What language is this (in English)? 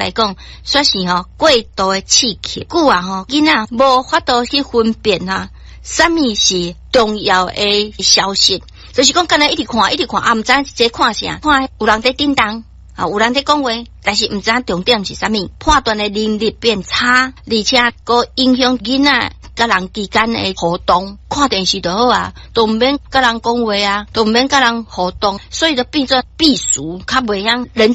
Min Nan Chinese